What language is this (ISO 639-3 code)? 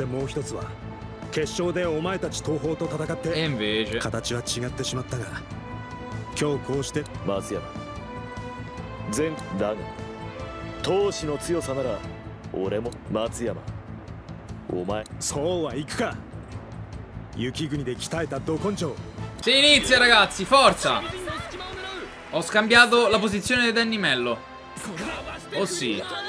ita